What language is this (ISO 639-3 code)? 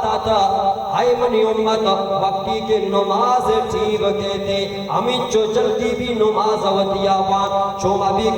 bal